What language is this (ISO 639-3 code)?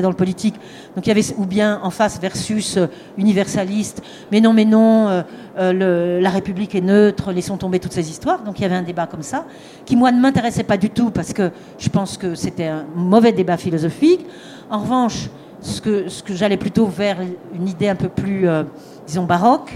fra